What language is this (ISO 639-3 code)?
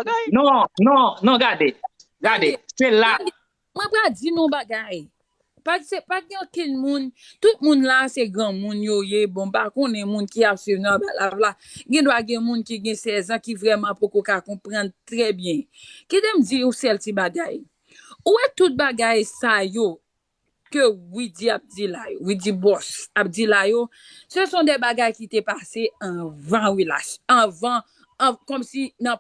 hat